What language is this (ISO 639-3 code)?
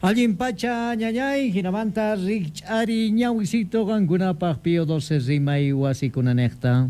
quh